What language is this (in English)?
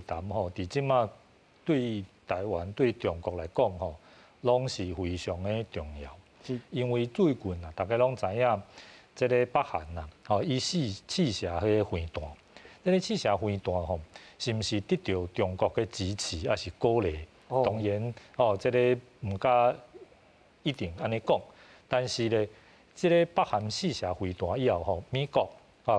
Min Nan Chinese